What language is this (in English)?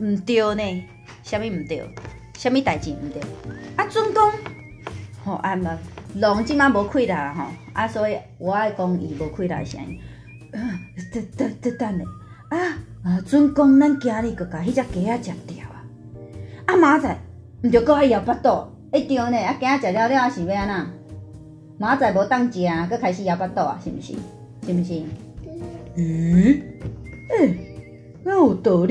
Min Nan Chinese